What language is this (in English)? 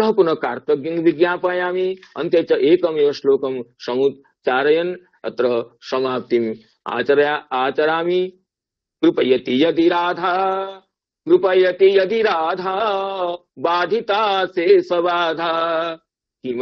Sanskrit